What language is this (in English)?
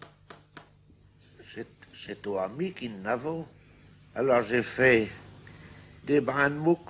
Picard